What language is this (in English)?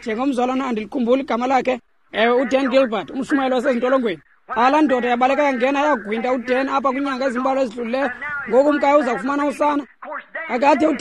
Xhosa